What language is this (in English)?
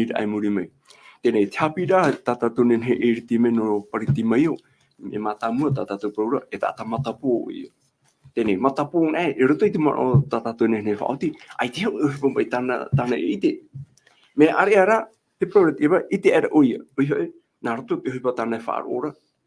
Tahitian